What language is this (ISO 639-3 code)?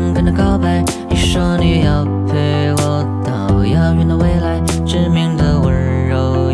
zho